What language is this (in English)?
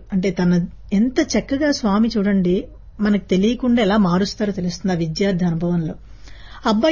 Telugu